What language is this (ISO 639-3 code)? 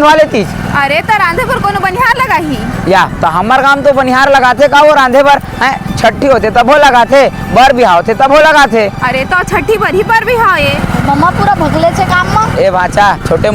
hne